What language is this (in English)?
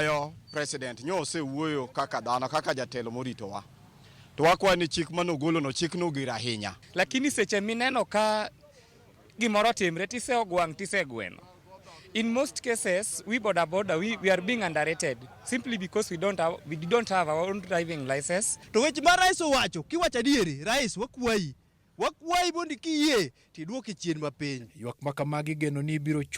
Luo (Kenya and Tanzania)